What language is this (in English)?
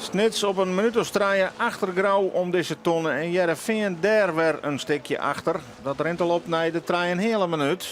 Western Frisian